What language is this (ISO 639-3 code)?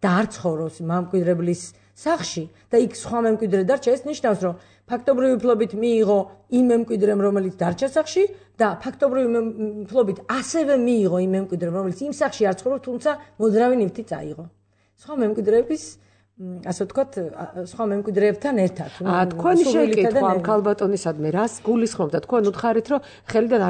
kat